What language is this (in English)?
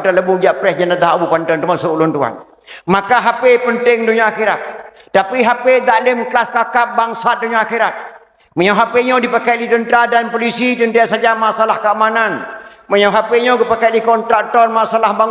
Achinese